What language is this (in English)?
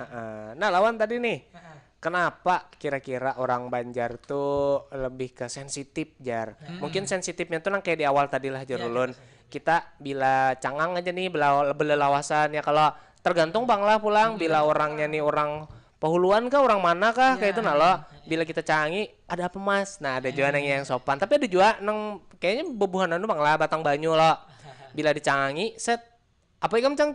Banjar